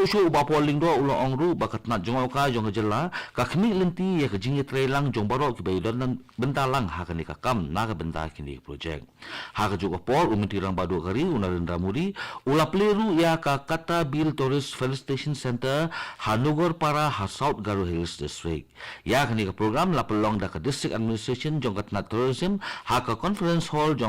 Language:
Khasi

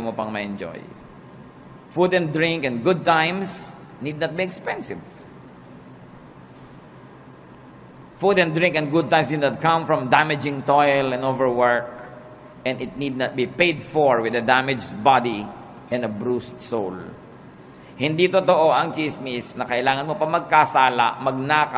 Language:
Filipino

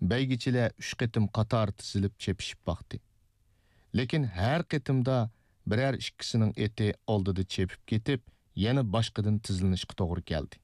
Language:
Uyghur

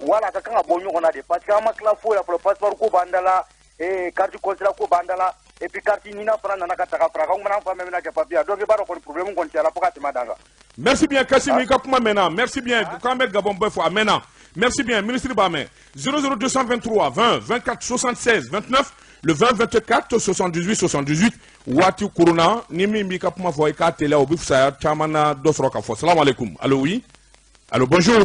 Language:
Bambara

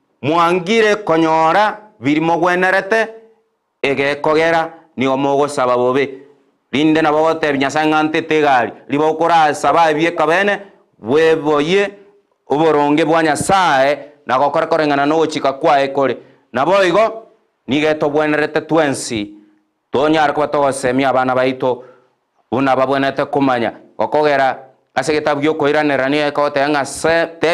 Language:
Gusii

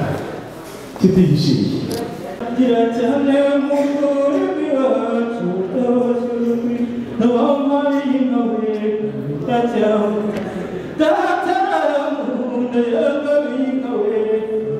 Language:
Kinyarwanda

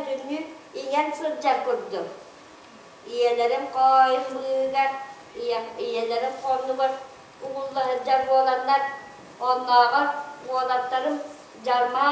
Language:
Yakut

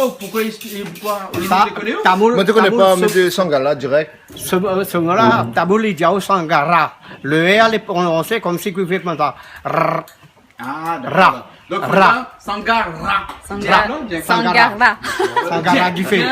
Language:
Réunion Creole French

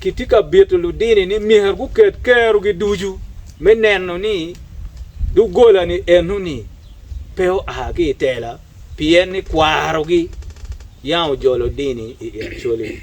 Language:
Acoli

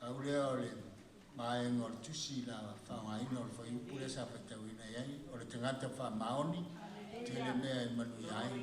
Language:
Samoan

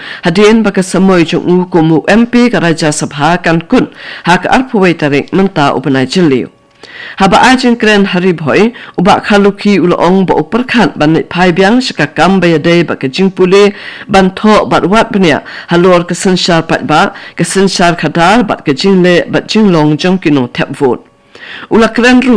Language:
Khasi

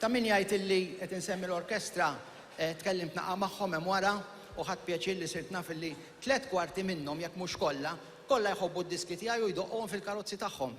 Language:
Maltese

